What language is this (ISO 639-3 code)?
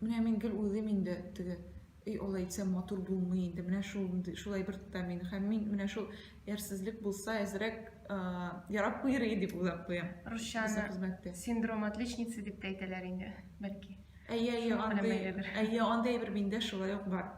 tat